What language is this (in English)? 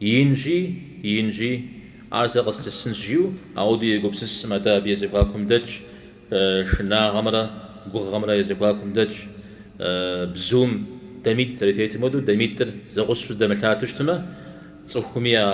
Kabardian